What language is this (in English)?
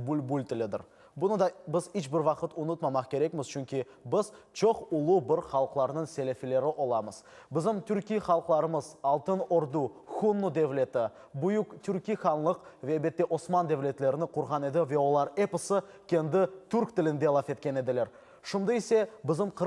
Crimean Tatar